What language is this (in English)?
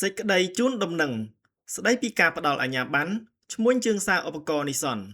Khmer